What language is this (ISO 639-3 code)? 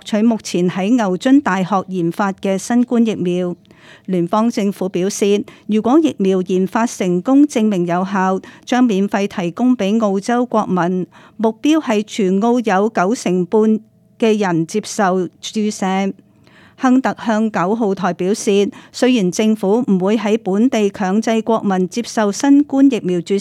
yue